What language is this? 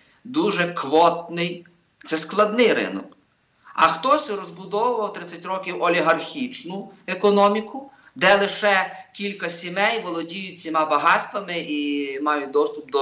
Ukrainian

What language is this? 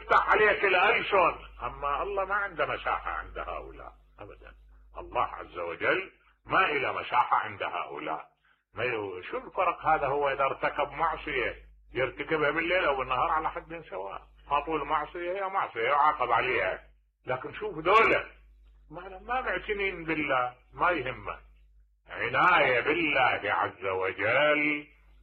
Mesopotamian Arabic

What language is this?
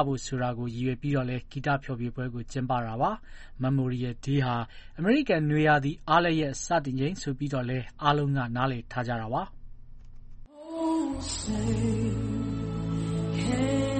Burmese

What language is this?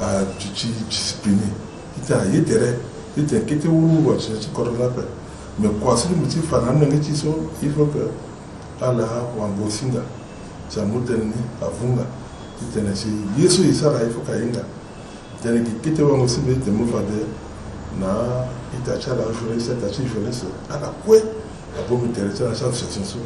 Sango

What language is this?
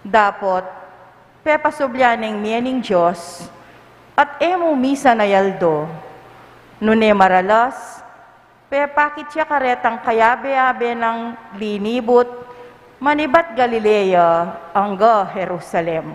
Pampanga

